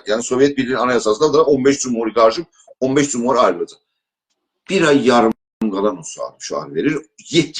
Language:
South Azerbaijani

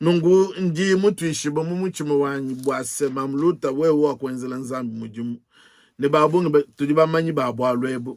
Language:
Luba-Lulua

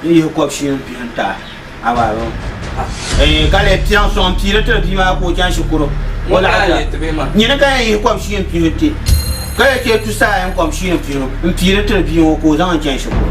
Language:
Dagbani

